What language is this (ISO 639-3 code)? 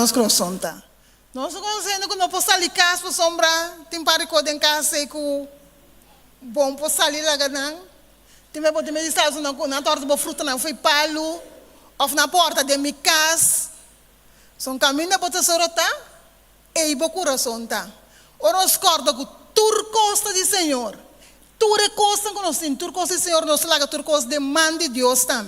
pap